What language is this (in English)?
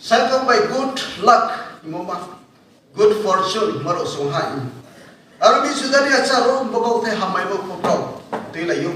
Riang (India)